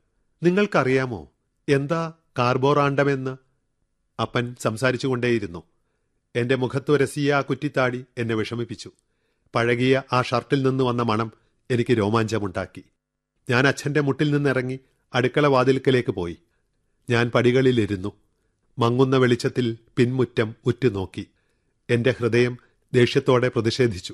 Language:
Malayalam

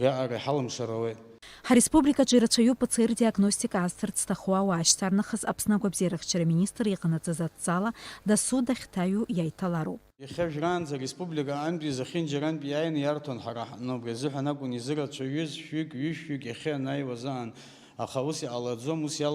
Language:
Abkhazian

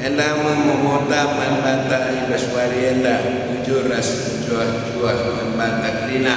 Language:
Batak Karo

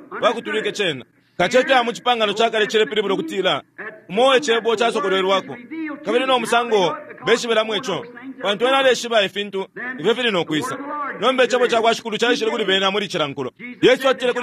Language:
Bemba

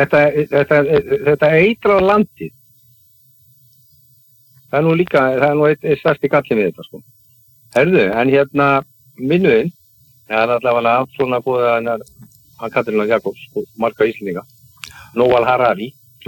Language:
Icelandic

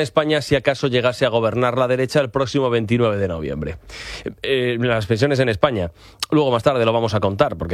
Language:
Spanish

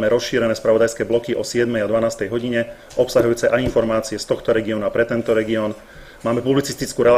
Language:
Slovak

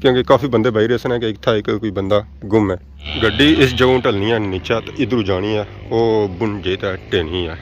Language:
Pahari-Potwari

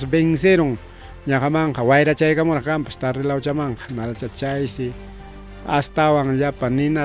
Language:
Ayacucho Quechua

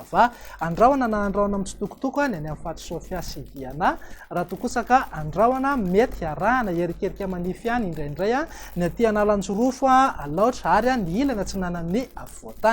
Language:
Malagasy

